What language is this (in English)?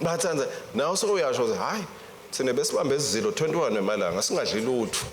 Swati